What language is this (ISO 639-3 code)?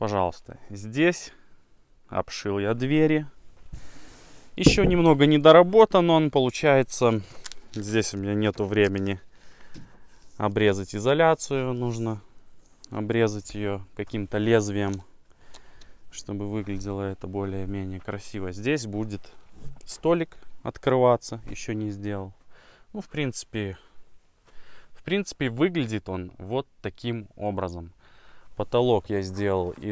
rus